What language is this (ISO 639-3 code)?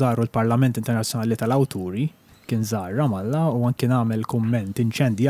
mlt